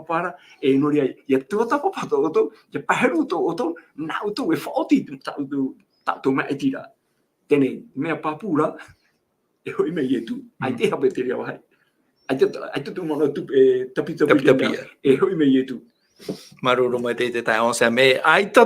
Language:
Tahitian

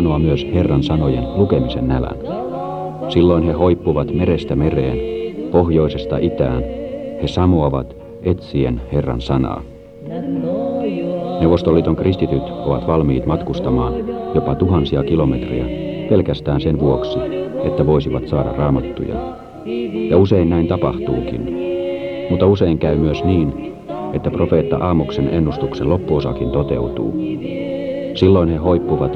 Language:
Finnish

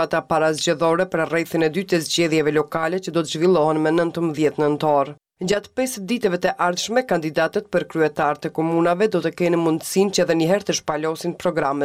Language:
Albanian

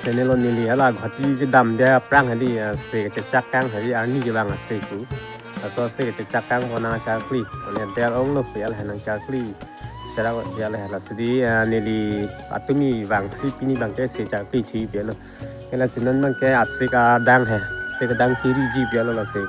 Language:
Karbi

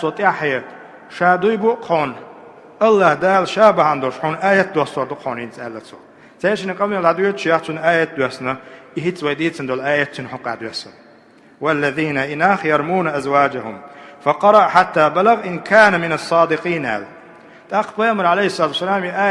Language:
Chechen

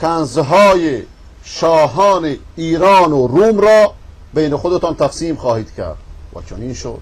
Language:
Persian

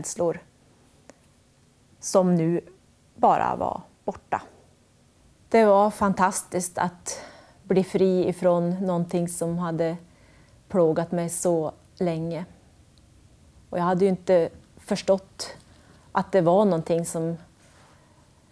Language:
Swedish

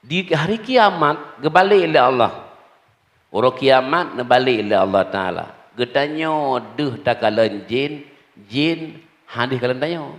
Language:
Achinese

